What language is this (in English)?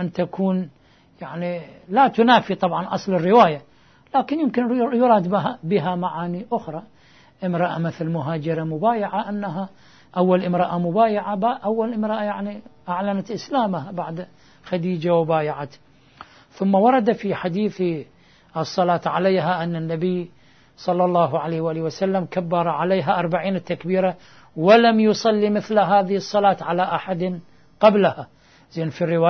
Arabic